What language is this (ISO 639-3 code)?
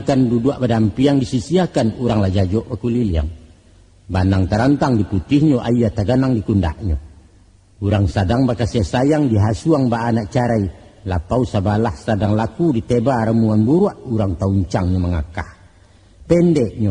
min